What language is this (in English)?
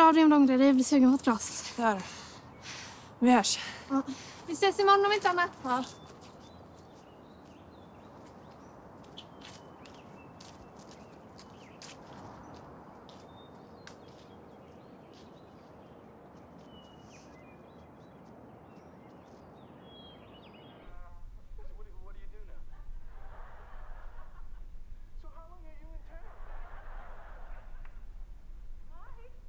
Swedish